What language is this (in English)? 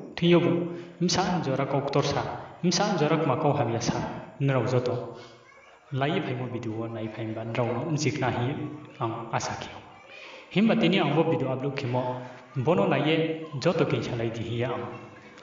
Riang (India)